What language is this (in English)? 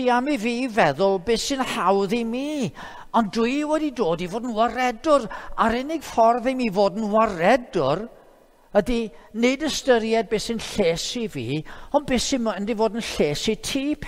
Welsh